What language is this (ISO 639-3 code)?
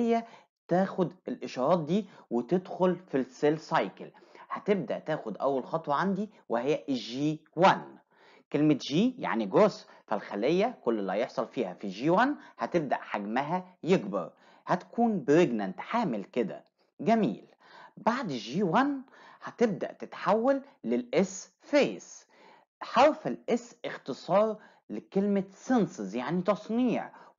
arz